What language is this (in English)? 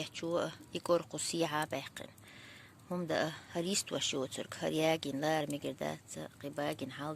Chechen